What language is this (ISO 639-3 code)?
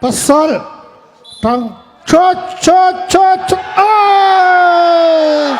cnh